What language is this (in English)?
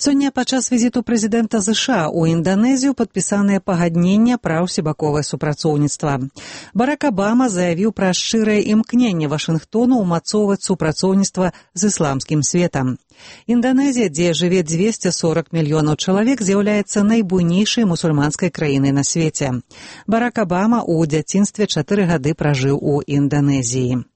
Belarusian